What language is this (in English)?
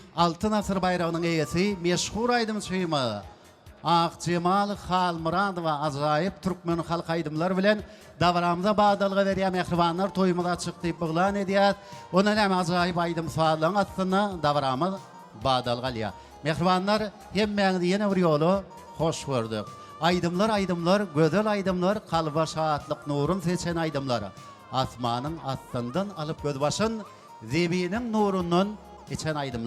Turkmen